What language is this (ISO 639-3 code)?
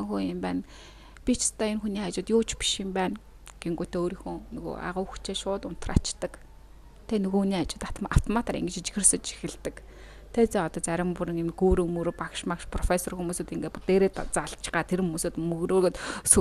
mon